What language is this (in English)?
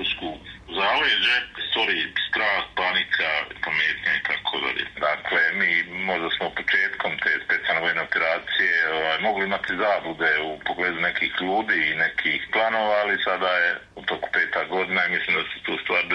Serbian